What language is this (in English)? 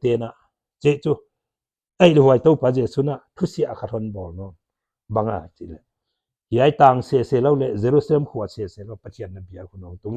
Paite Chin